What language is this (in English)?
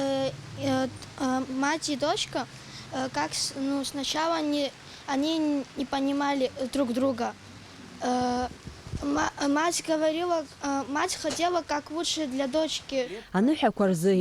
Abkhazian